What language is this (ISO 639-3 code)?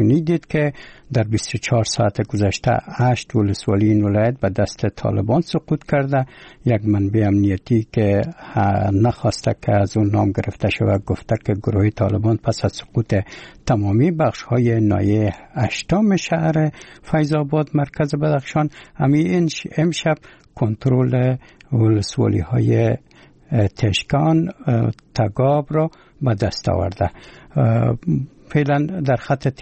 fas